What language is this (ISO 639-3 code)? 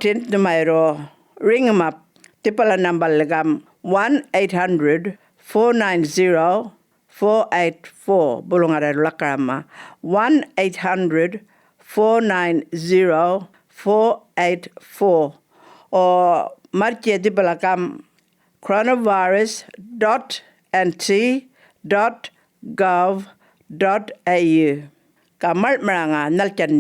djr